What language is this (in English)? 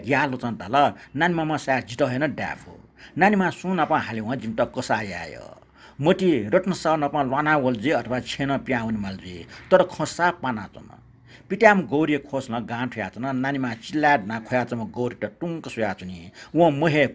Newari